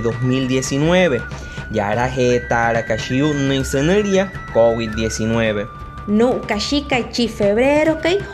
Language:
Wayuu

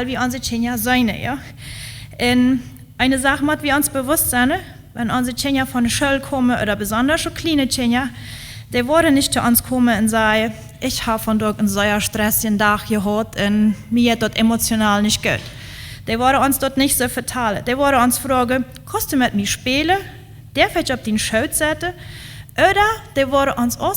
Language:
Plautdietsch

